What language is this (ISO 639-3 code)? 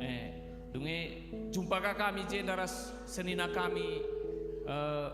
btx